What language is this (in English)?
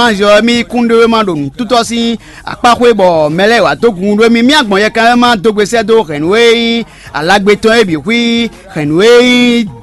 Fon